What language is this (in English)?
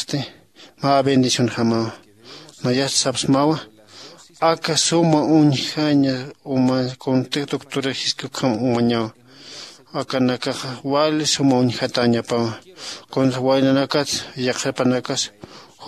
Aymara